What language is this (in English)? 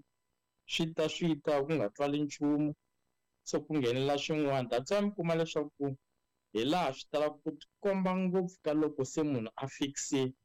Tsonga